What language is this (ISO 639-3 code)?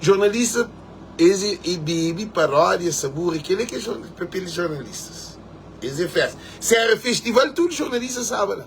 kea